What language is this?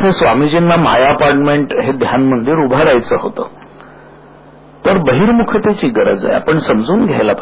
Marathi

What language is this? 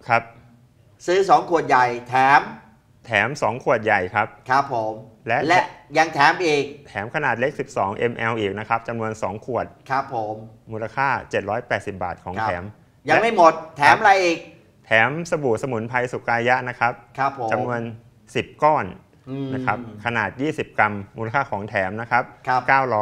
Thai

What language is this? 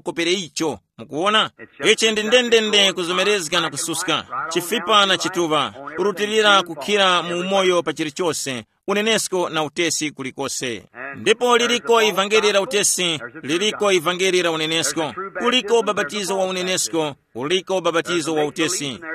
Tumbuka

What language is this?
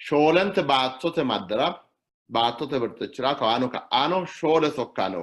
Sidamo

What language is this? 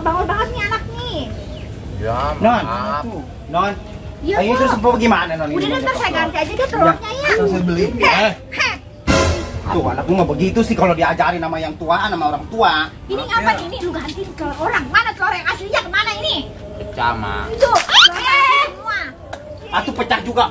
Betawi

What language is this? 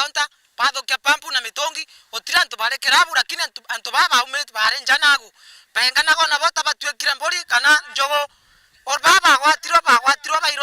Meru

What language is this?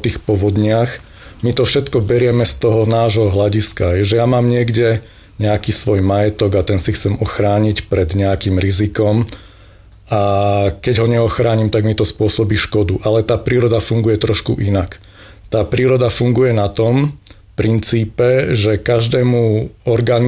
Slovak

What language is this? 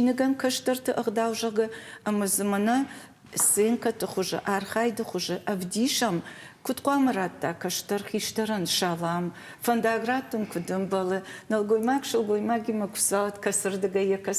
Ossetic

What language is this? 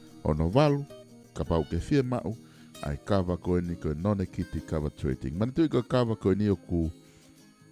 Tongan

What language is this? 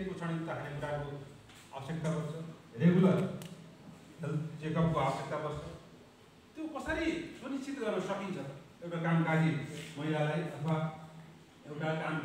Nepali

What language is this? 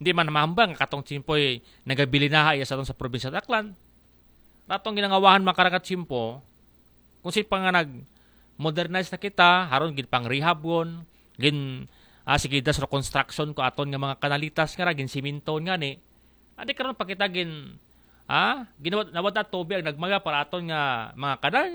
Aklanon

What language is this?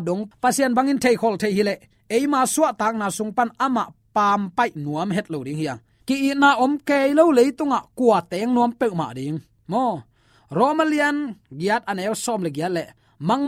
Tedim Chin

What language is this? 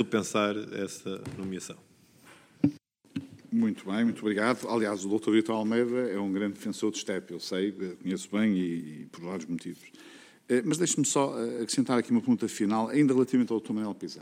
Portuguese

